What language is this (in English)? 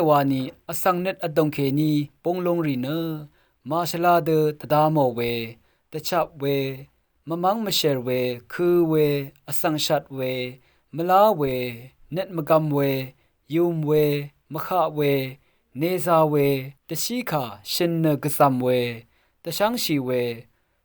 Rawang